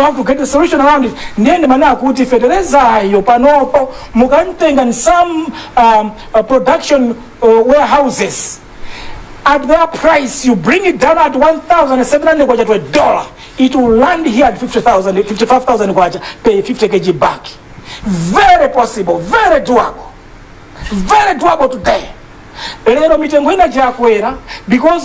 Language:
Nyanja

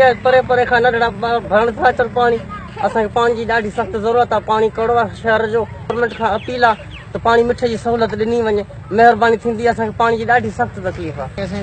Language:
Sindhi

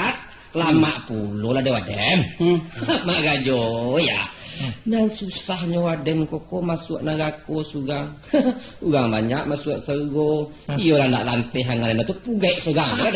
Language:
Minangkabau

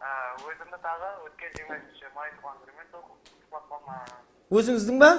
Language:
Kara-Kalpak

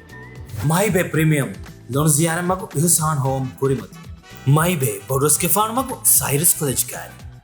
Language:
Divehi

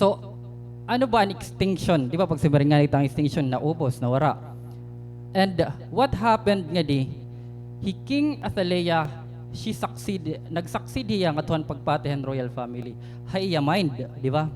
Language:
Waray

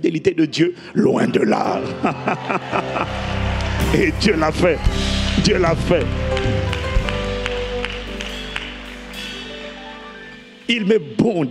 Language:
French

